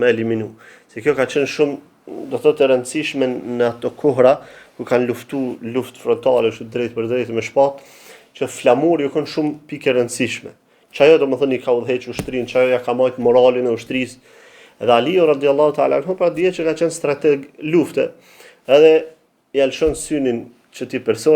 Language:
Albanian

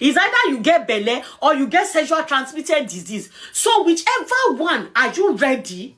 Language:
Yoruba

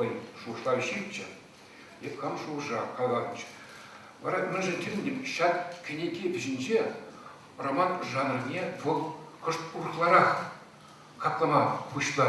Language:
Chuvash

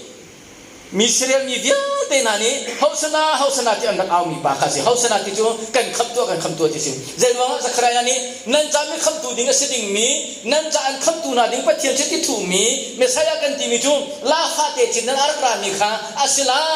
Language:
Hakha Chin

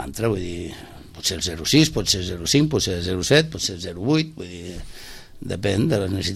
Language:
Catalan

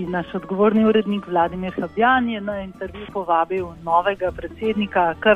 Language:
Slovenian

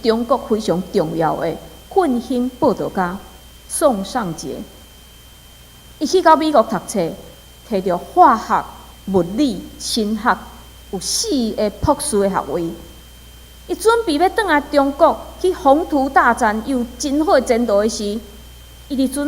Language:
Min Nan Chinese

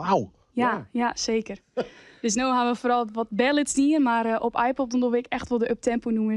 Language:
Western Frisian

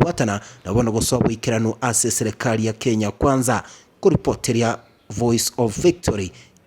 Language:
Gusii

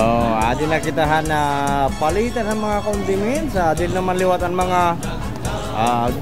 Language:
Waray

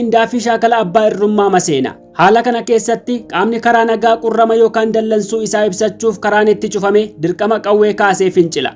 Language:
Oromo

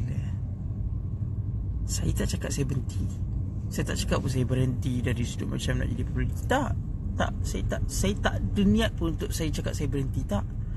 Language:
Malay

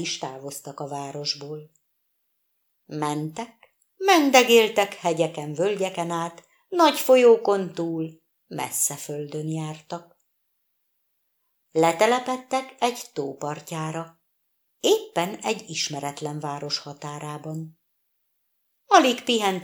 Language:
Hungarian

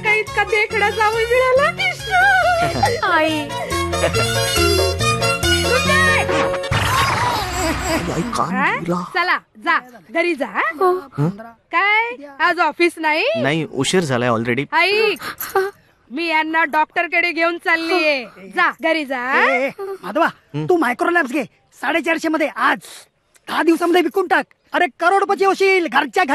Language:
Marathi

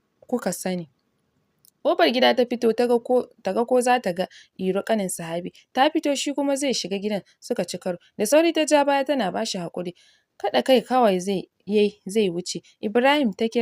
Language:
Hausa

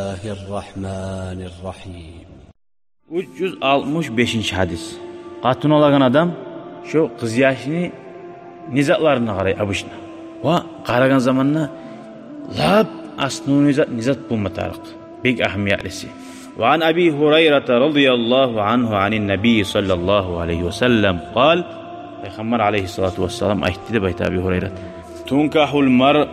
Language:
Kumyk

